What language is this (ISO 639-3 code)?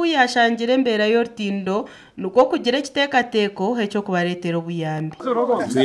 nyn